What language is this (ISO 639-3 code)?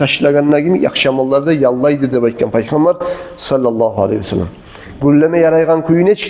kum